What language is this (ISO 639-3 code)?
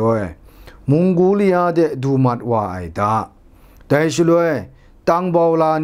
kac